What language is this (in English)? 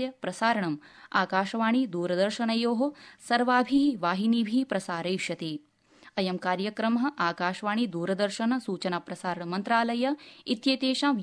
Sanskrit